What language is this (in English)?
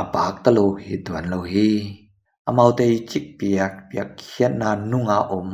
Tedim Chin